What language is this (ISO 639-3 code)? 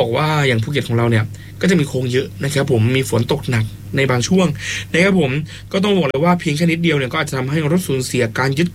tha